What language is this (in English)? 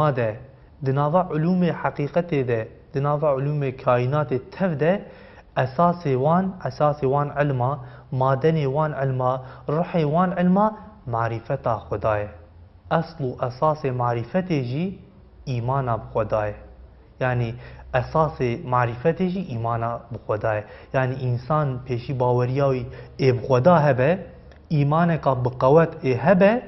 Kurdish